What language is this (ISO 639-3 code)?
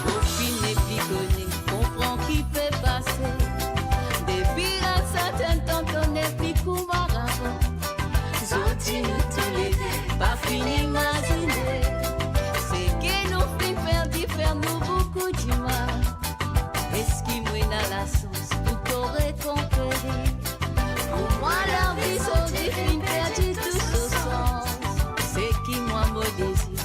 mfe